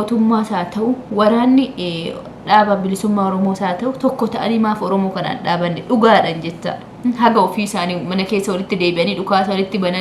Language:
Oromo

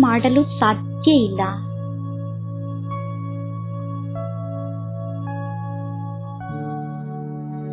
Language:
Kannada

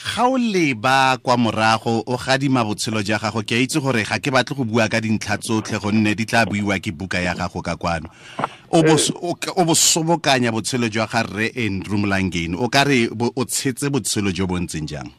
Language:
Tswana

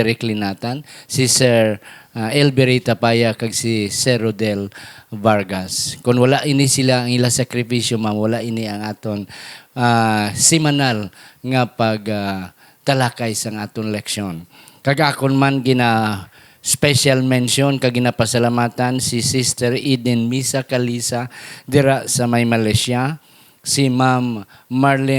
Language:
Hiligaynon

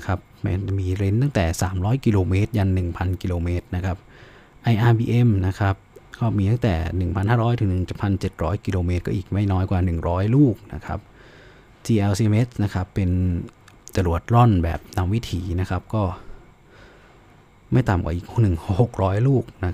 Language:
Thai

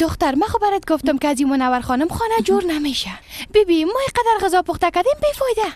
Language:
Persian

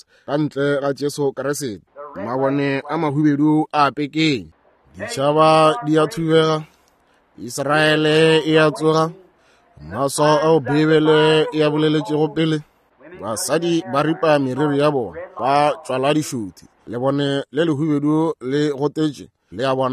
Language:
Northern Sotho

